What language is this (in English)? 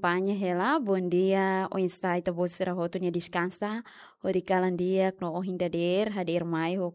Tetum